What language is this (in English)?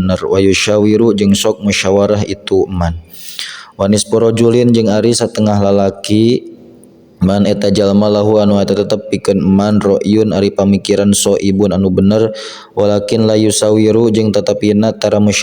Sundanese